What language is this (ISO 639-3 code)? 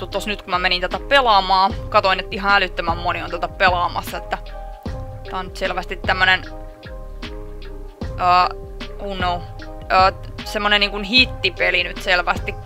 fin